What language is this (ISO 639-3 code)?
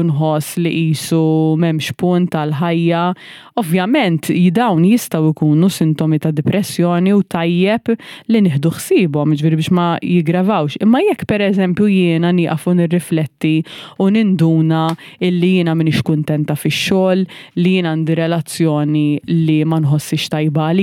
mlt